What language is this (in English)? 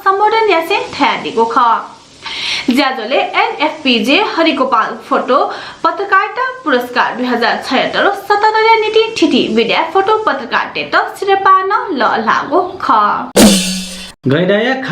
Newari